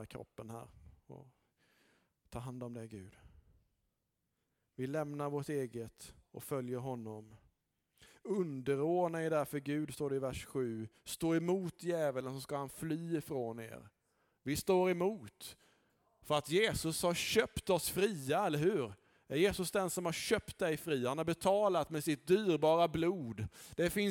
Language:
Swedish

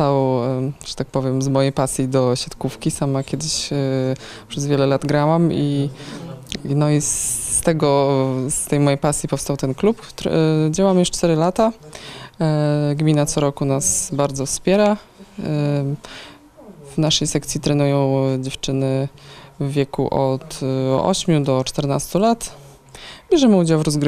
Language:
Polish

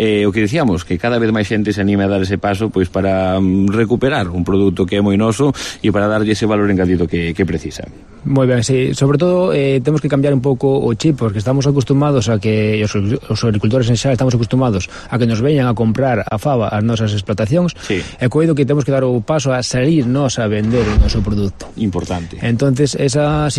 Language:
Galician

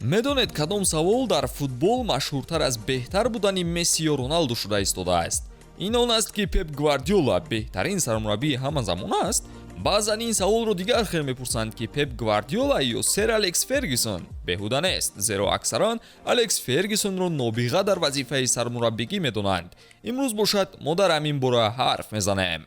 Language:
Tajik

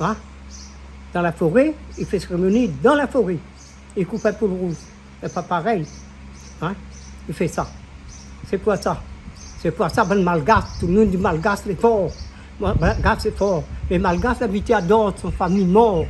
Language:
Réunion Creole French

